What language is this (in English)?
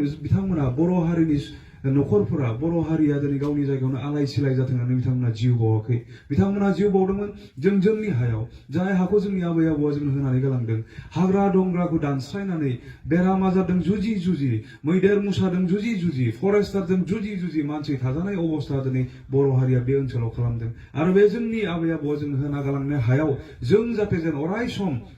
Bodo